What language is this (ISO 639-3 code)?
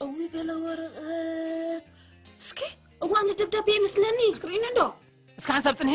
tir